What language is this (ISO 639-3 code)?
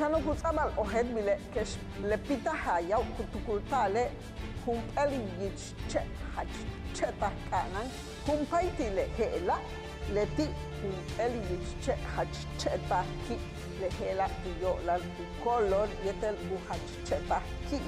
yua